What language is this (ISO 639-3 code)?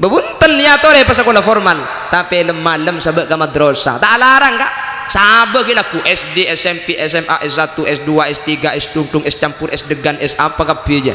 mad